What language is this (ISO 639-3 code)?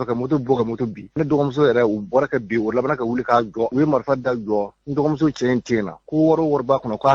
bam